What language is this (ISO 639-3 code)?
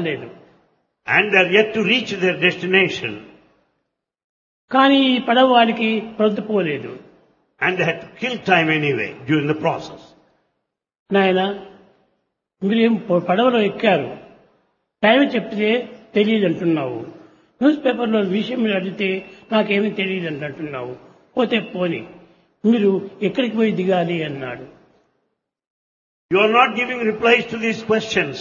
tel